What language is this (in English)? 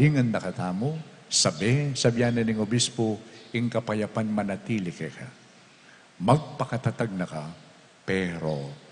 Pampanga